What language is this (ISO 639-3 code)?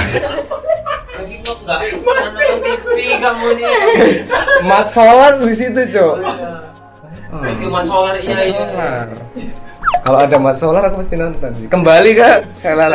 ind